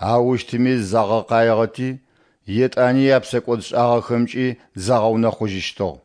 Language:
Adyghe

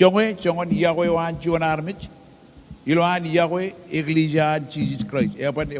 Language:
Marshallese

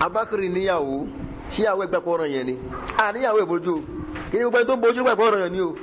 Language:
Yoruba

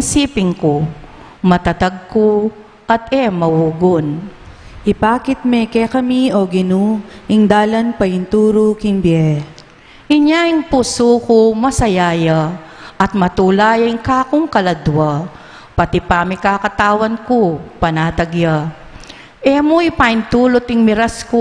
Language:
Pampanga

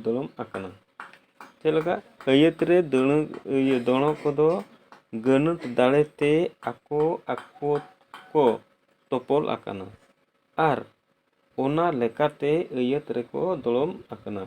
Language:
Santali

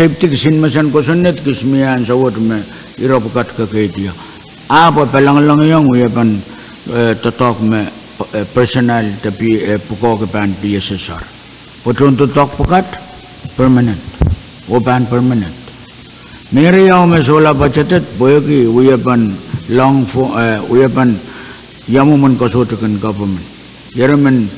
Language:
Pohnpeian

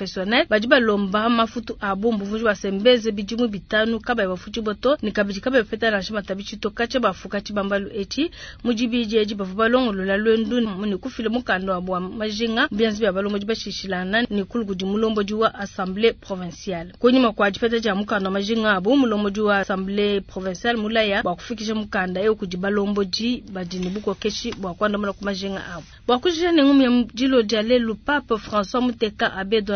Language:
Luba-Lulua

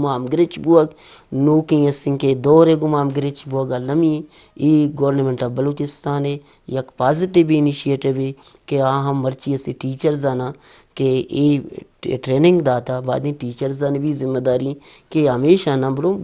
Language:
Eastern Balochi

